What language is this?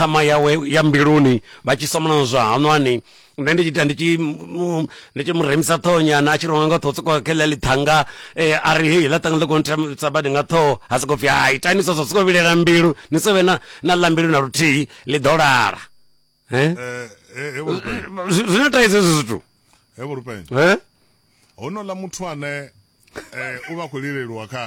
Venda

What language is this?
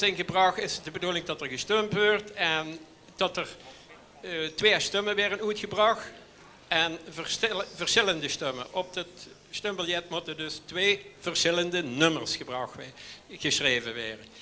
Limburgish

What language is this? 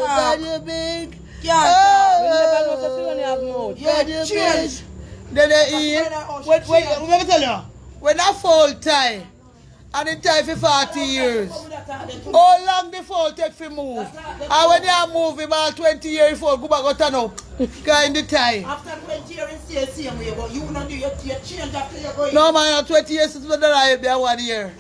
Jamaican Creole English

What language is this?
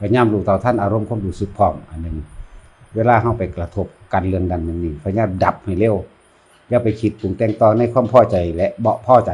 Northeastern Thai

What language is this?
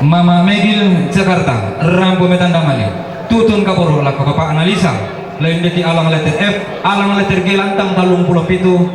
Toraja-Sa'dan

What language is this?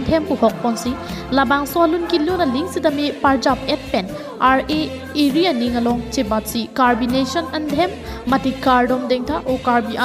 Karbi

